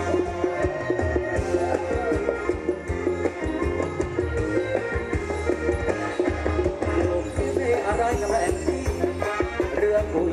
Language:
Thai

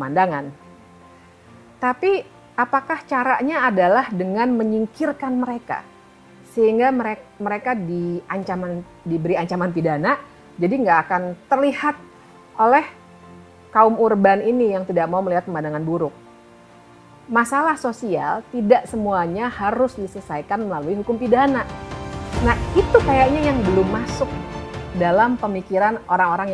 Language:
Indonesian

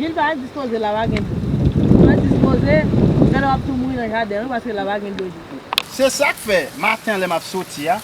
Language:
Haitian Creole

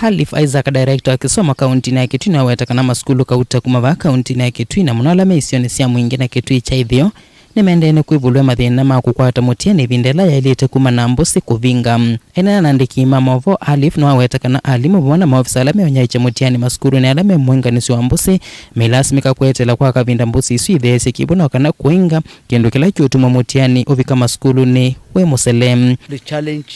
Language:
Kamba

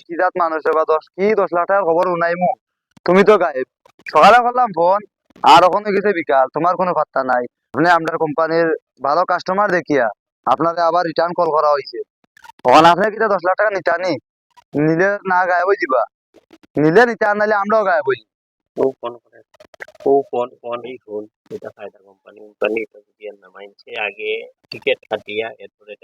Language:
Sylheti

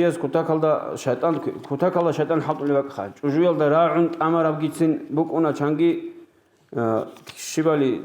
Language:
Avaric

